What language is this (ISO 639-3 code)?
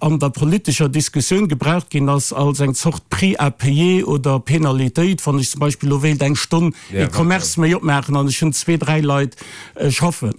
ltz